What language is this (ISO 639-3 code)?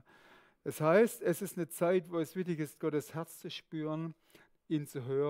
gsw